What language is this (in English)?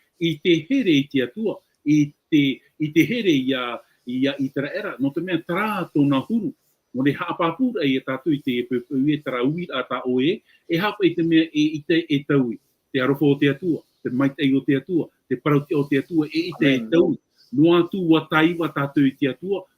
Tahitian